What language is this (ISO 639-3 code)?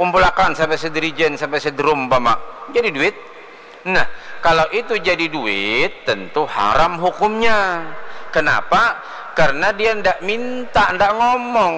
bjn